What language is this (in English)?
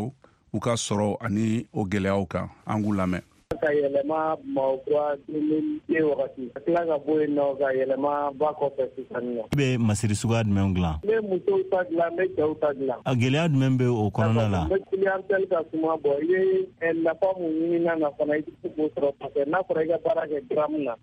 Bambara